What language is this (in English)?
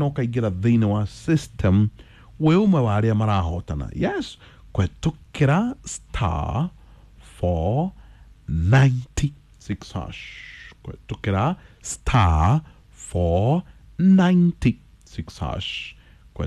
Kikuyu